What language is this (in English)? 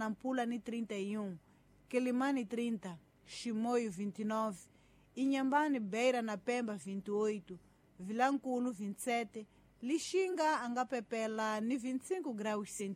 Tsonga